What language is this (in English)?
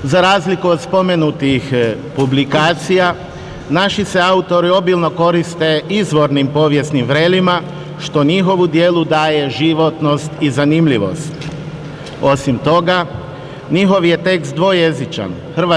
Croatian